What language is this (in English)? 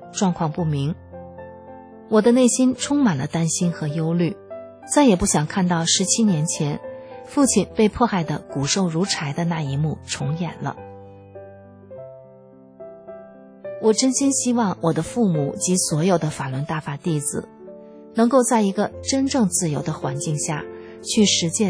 Chinese